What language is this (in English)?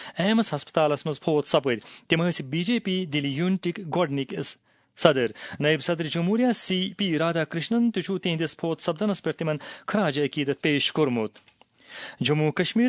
Kashmiri